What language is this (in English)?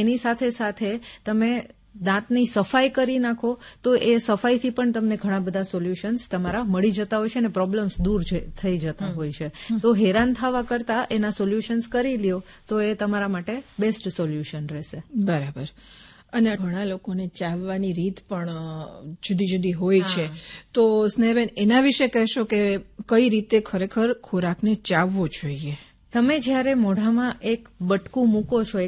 Gujarati